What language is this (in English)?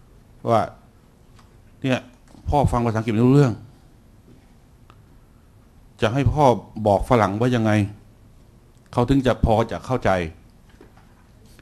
Thai